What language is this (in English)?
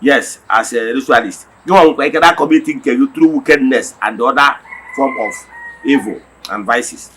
Igbo